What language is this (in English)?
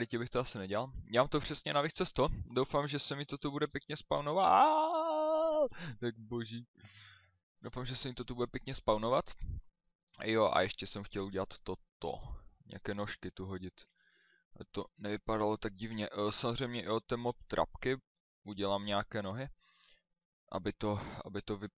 Czech